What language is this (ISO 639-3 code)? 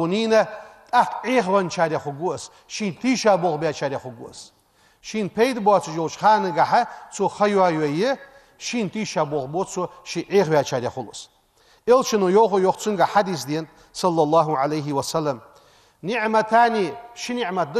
inh